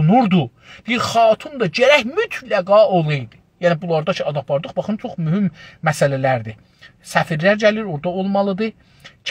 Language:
South Azerbaijani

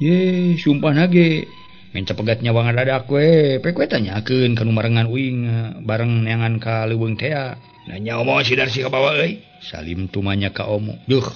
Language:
Sundanese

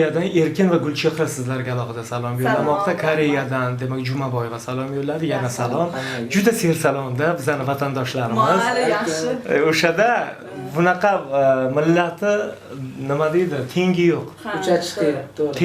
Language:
Uzbek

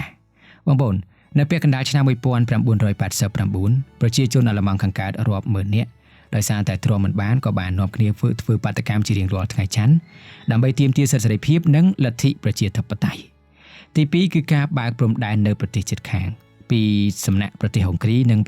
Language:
Khmer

